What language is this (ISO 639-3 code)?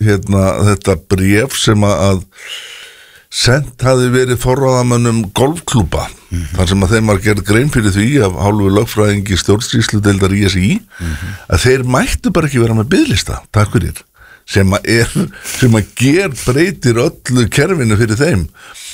isl